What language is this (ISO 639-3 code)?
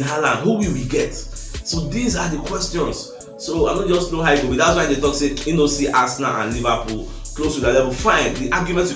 pcm